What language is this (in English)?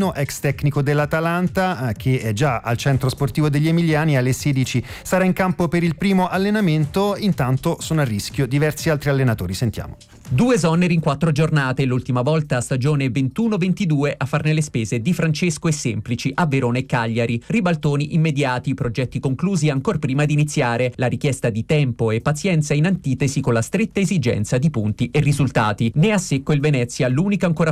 Italian